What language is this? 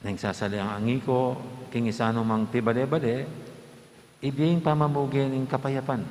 Pampanga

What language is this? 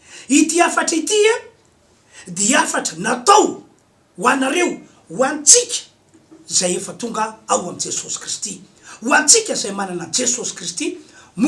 Malagasy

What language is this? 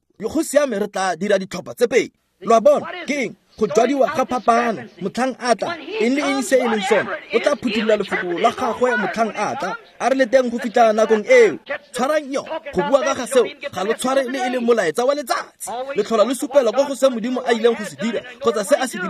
Tswana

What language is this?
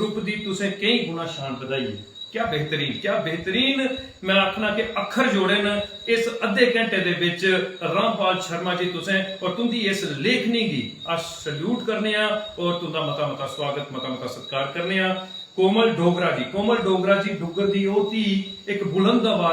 Dogri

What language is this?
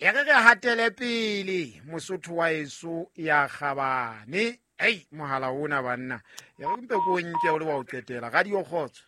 Southern Sotho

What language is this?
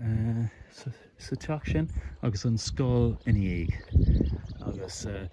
Irish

